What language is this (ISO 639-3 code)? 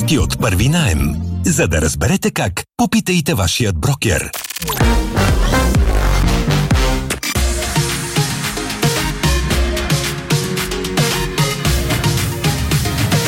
bul